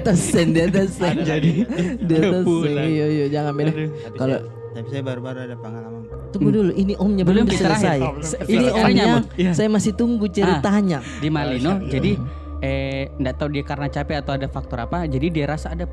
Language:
Makassar Malay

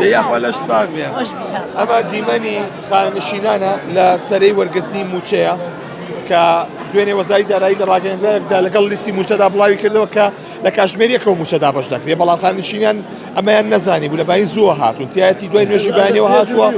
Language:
Central Kurdish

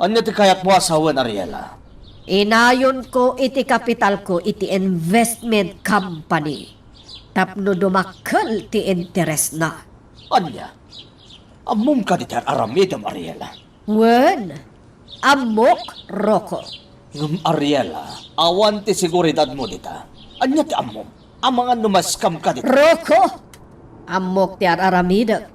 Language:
Iloko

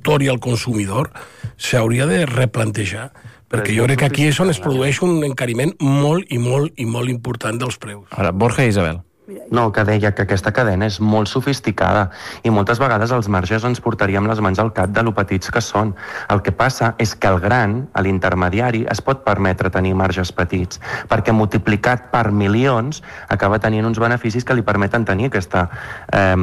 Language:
Catalan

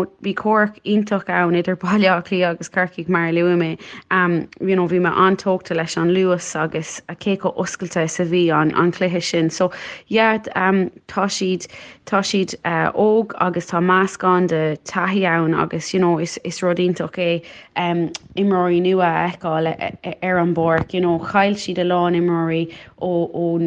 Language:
Irish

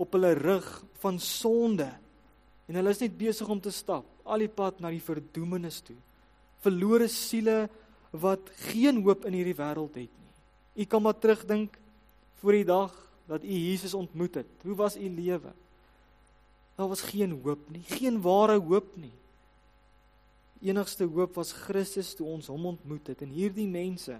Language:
Afrikaans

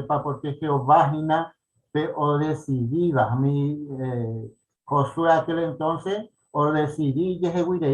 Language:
Guarani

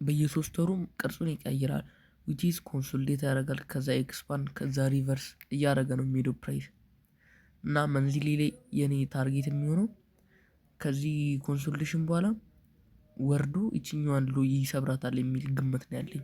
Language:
Amharic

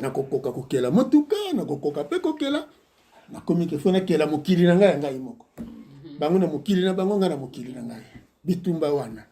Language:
Lingala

